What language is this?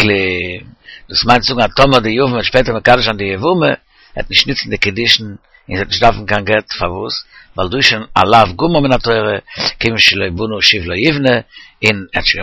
Yiddish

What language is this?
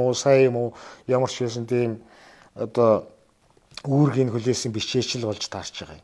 Mongolian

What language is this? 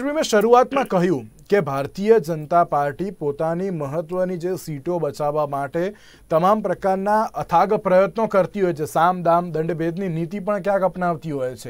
Gujarati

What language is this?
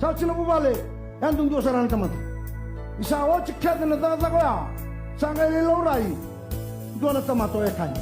Fijian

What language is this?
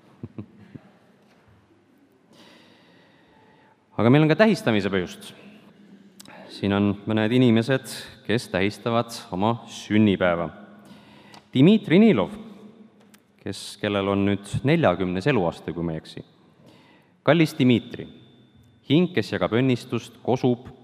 Estonian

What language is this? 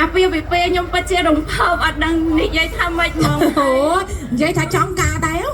Khmer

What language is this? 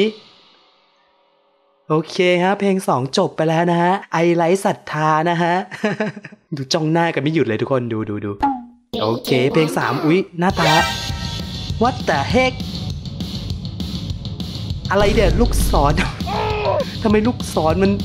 Thai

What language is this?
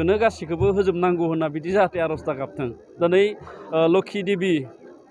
Bodo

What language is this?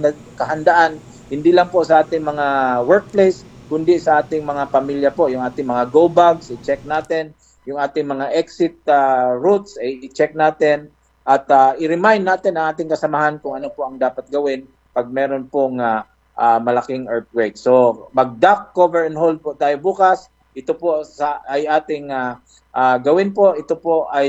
Filipino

